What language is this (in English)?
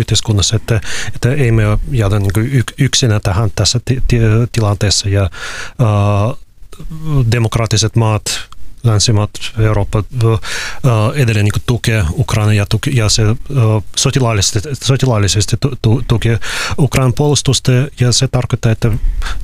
Finnish